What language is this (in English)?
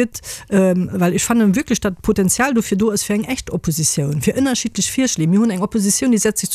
Luxembourgish